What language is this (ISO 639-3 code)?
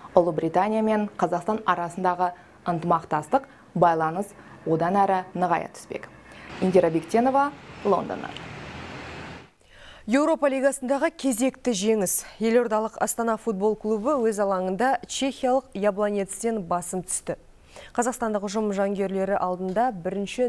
kaz